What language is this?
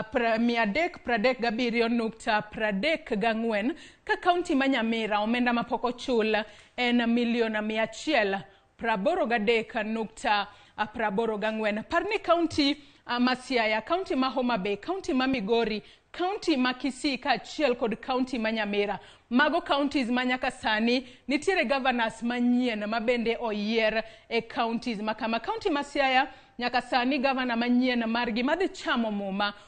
Luo (Kenya and Tanzania)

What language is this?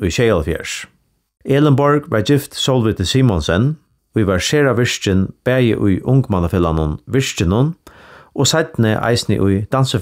Faroese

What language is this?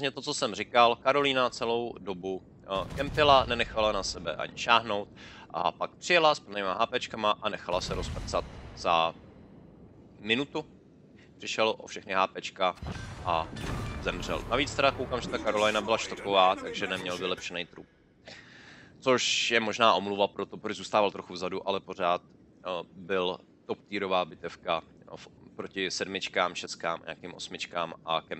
Czech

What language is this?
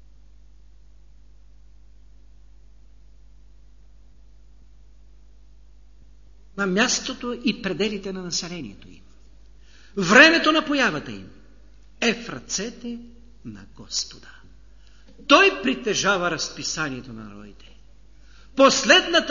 Bulgarian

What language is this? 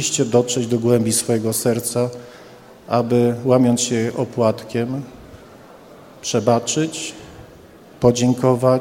Polish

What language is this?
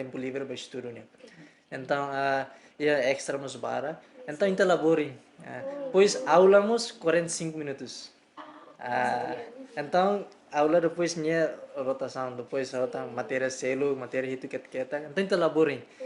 Tetum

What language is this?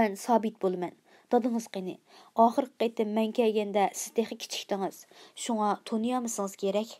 Uyghur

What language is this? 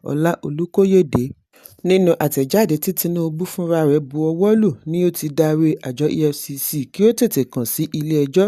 Yoruba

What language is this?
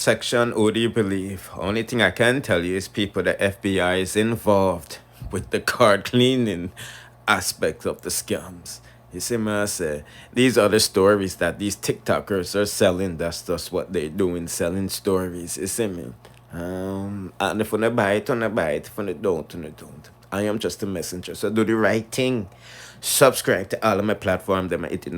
Jamaican Creole English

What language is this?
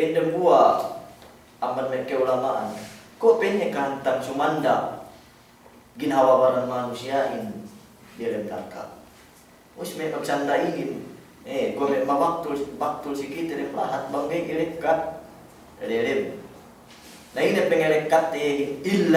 Yakan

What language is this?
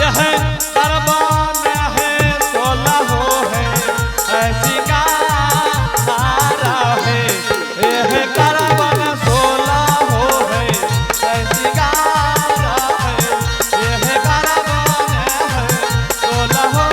Angika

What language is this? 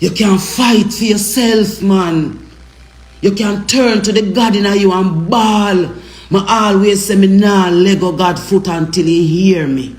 Jamaican Creole English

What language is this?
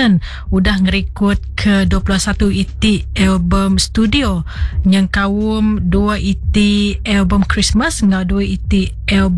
Iban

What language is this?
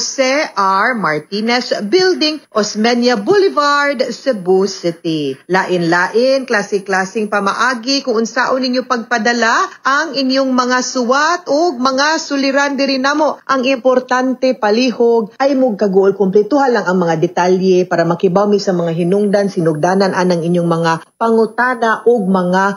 Cebuano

